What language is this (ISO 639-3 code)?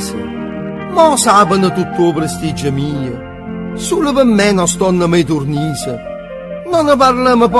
nap